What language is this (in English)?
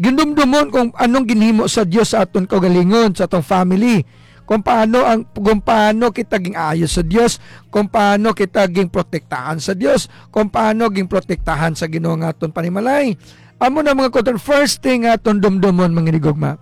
Hiligaynon